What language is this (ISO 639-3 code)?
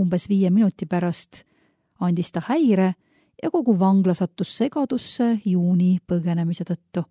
est